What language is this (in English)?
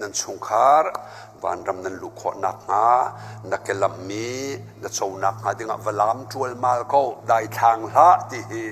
Hakha Chin